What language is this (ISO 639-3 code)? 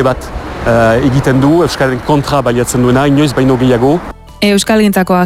eus